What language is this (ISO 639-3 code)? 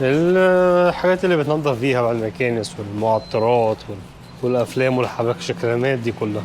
arz